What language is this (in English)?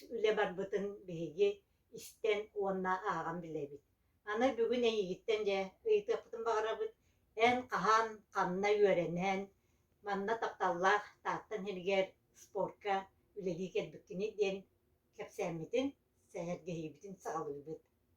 Yakut